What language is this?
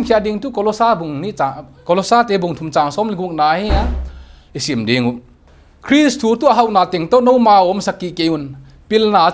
Paite Chin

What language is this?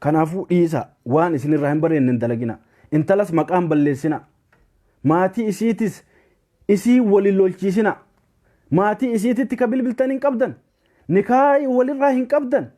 Oromo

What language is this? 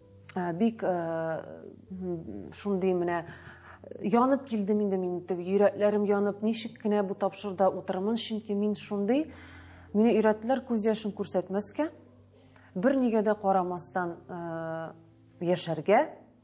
Tatar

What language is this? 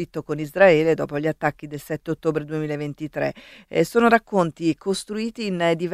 Italian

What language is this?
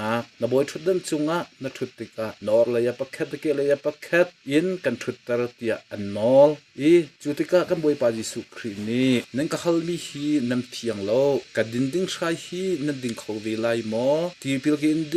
Hakha Chin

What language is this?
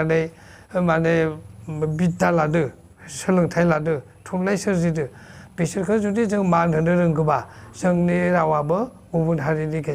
Bodo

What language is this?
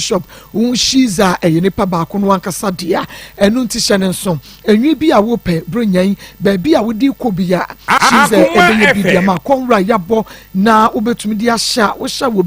Akan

